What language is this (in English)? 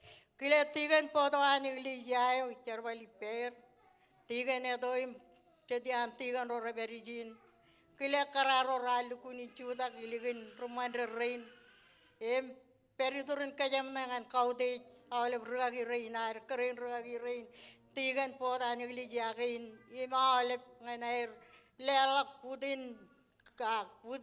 Marshallese